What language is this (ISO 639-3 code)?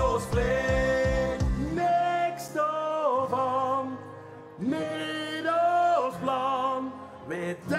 lim